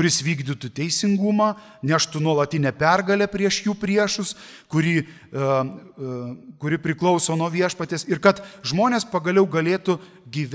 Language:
Lithuanian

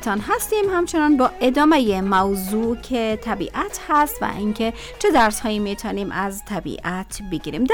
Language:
Persian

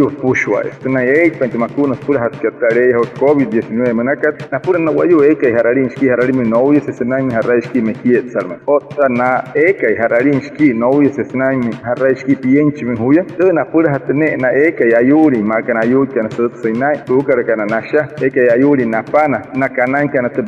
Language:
Wayuu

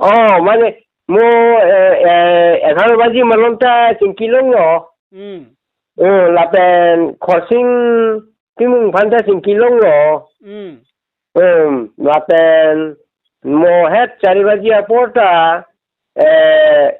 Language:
Karbi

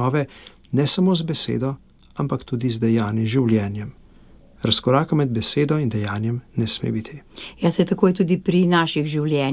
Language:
Slovenian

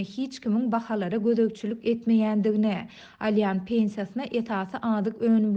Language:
Turkmen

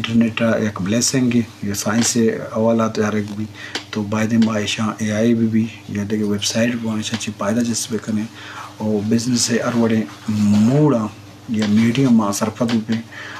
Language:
Eastern Balochi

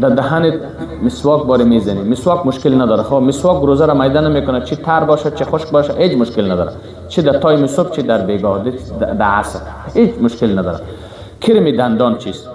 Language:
Persian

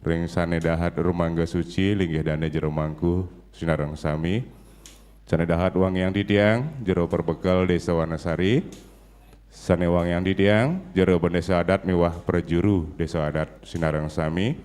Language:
Balinese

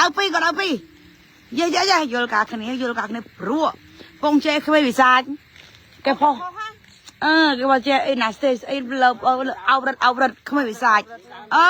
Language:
Khmer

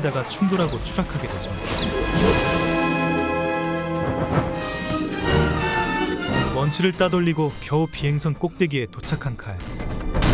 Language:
Korean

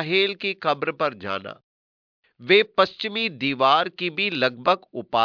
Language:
Hindi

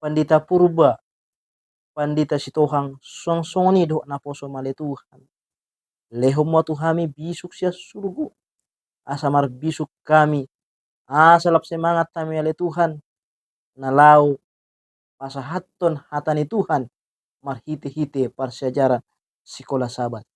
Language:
Batak Toba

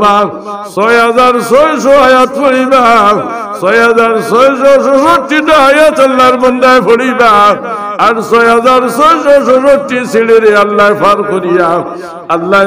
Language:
Sylheti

